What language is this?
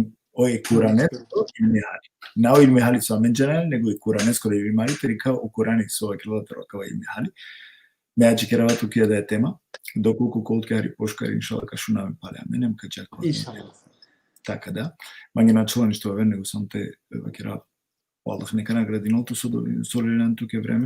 Balkan Romani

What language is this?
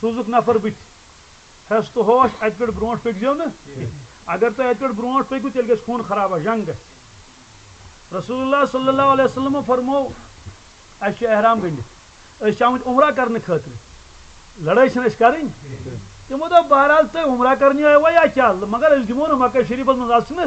Kashmiri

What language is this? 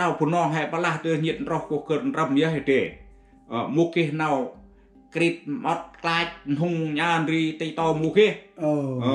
Central Mnong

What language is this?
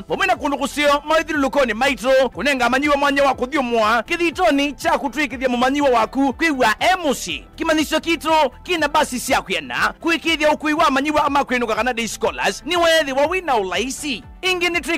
Kamba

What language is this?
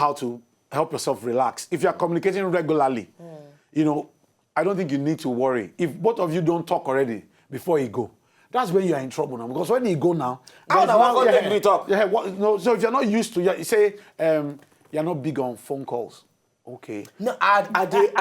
Nigerian Pidgin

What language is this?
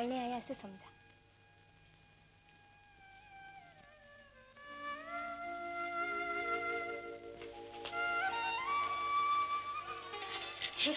Marathi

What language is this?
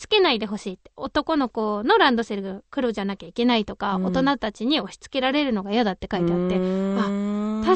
Japanese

